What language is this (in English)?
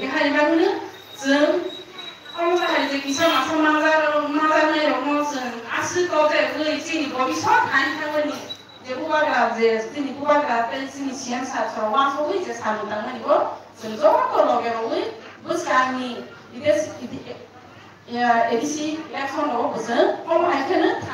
Kok Borok